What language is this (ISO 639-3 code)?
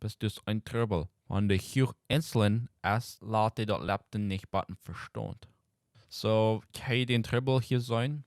pdt